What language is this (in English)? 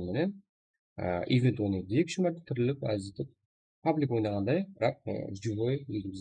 Kara-Kalpak